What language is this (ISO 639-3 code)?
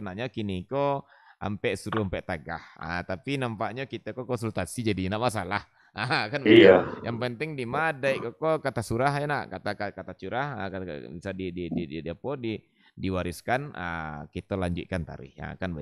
min